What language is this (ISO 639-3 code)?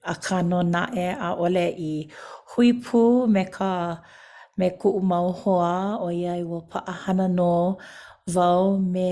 haw